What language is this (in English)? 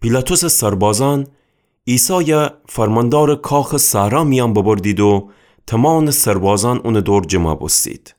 Gilaki